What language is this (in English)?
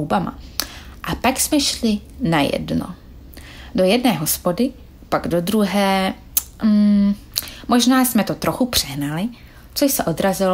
Czech